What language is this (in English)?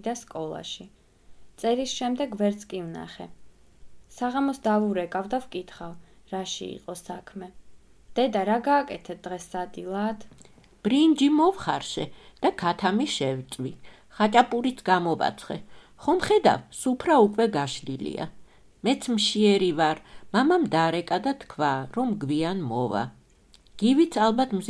Georgian